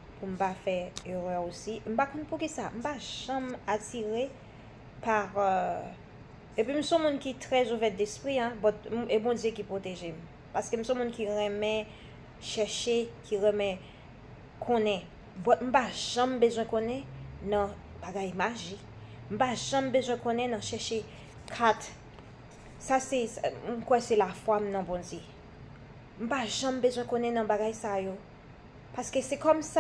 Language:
Haitian Creole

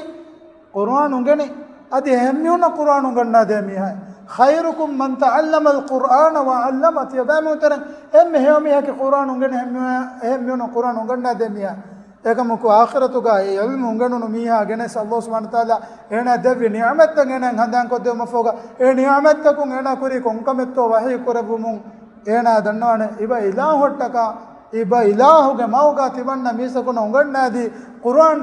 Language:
Divehi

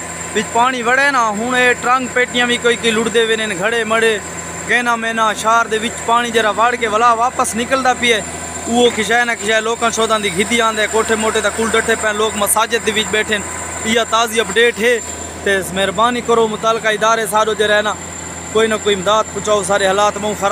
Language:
Saraiki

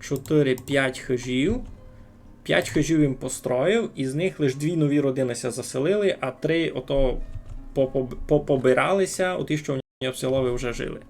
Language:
Rusyn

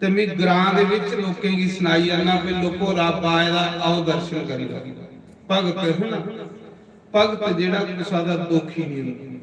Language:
Dogri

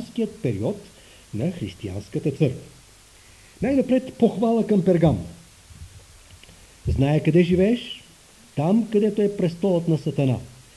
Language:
Bulgarian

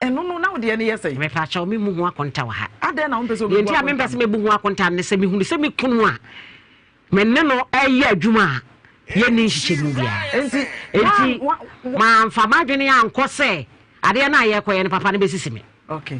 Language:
Akan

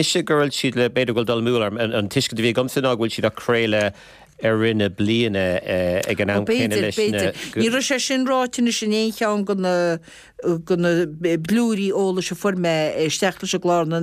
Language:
Irish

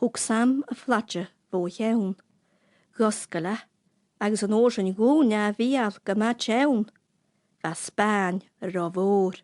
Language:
Scottish Gaelic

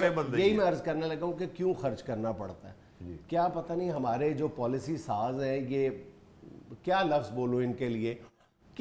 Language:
Urdu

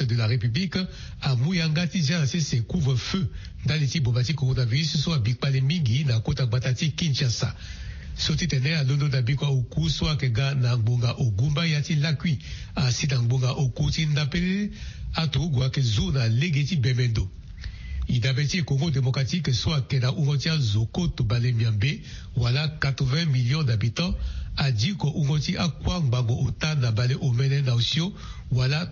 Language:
Sango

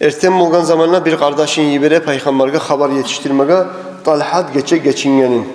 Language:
Kumyk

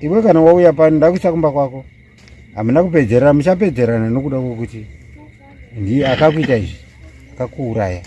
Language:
Shona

